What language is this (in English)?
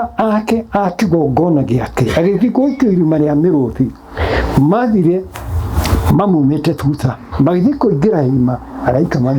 Kikuyu